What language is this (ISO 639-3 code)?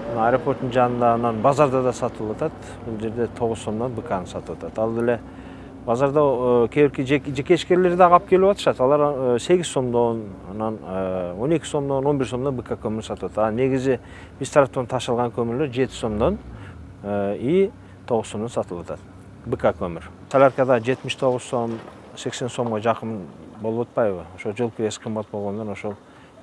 kir